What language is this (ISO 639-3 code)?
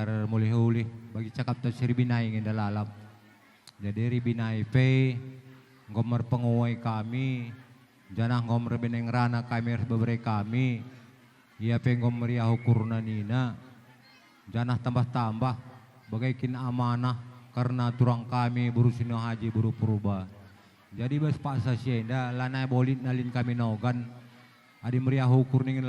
btx